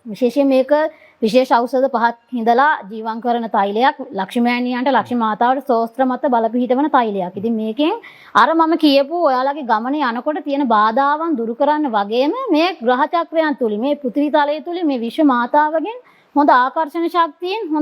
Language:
Sinhala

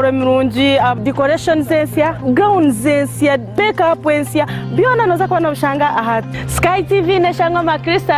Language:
Nyankole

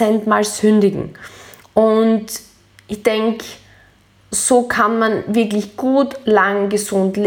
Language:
German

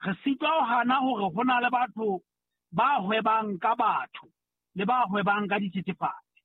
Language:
Southern Sotho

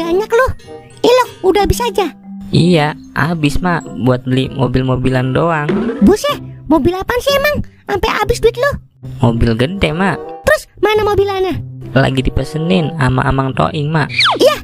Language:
Betawi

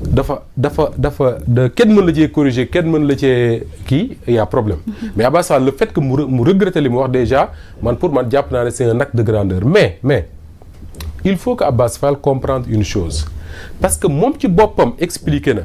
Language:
Wolof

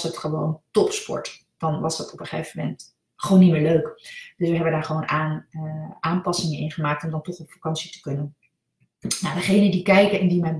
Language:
Dutch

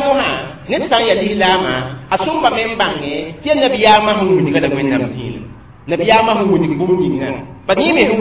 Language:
Mossi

